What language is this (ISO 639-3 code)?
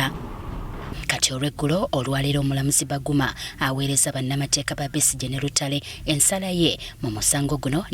lug